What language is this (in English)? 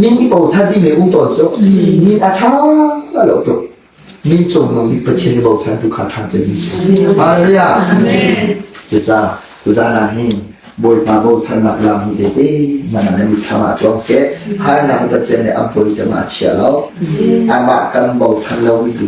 Hakha Chin